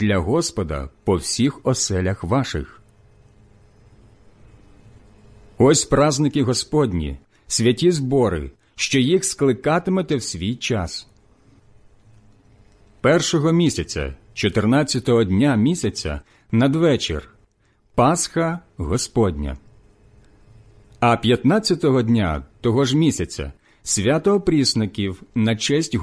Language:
Ukrainian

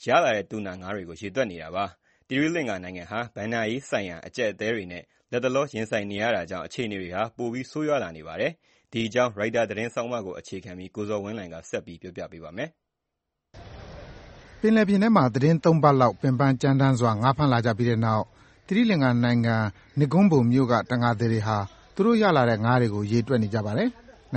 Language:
Burmese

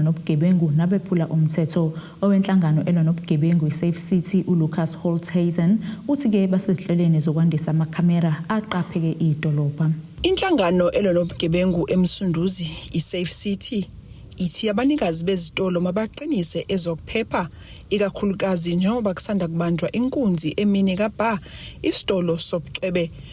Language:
Zulu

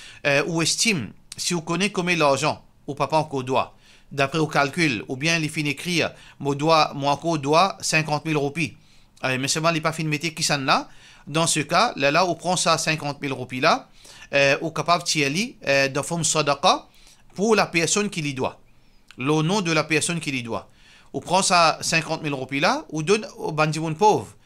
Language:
Morisyen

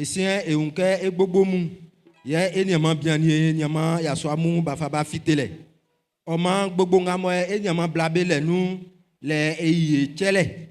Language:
Baoulé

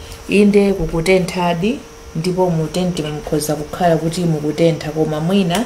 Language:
Nyanja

